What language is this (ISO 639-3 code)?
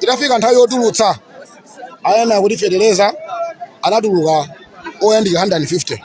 nya